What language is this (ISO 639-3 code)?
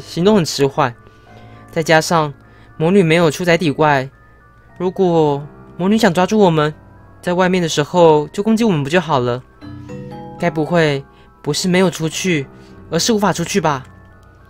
zho